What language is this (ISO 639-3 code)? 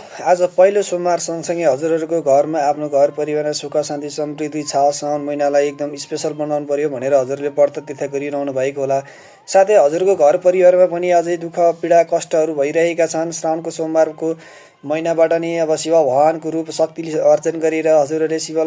nep